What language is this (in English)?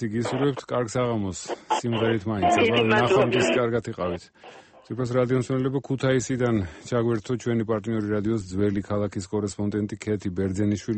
Georgian